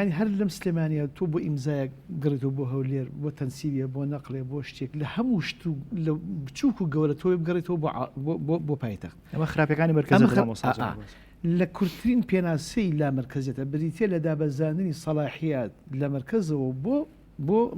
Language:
Central Kurdish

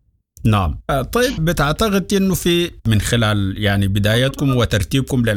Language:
Sudanese Arabic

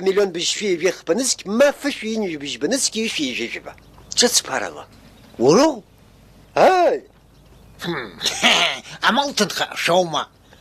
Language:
Abkhazian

